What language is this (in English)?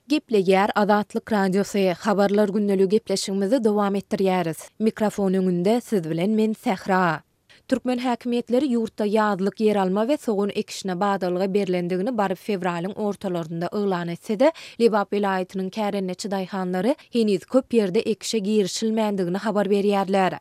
Turkmen